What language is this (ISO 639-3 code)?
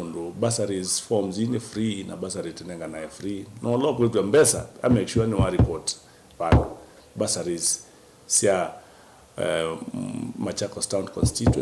kam